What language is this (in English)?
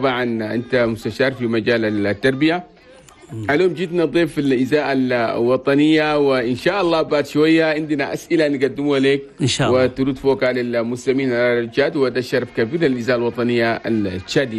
Chadian Arabic